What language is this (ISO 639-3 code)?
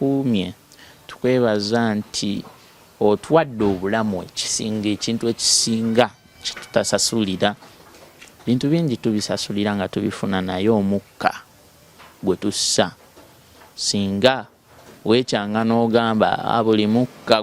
lug